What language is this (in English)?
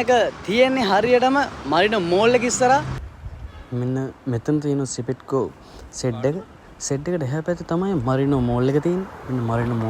Sinhala